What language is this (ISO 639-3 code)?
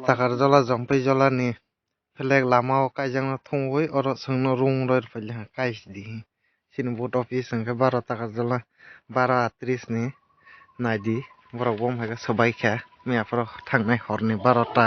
trp